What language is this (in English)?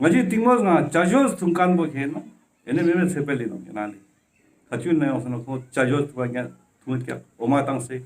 Ladakhi